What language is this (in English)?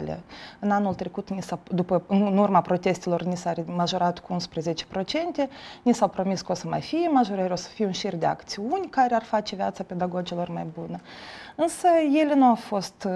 Romanian